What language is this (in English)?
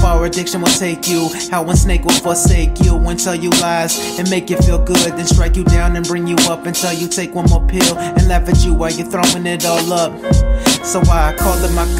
English